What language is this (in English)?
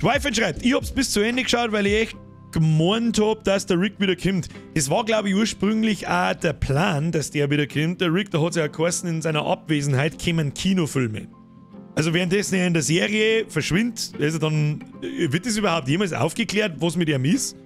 Bavarian